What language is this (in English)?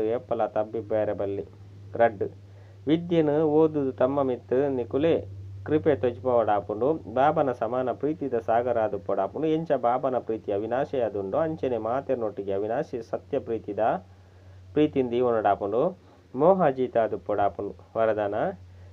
Tulu